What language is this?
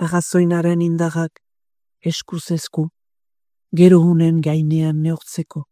Basque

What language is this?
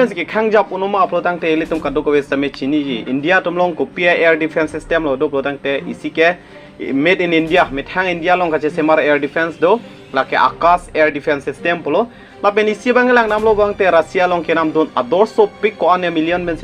Karbi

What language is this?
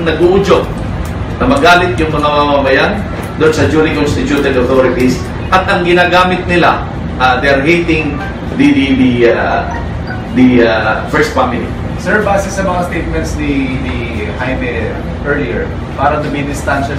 Filipino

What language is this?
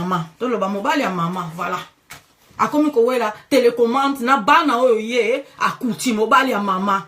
Lingala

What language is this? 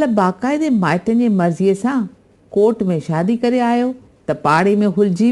Sindhi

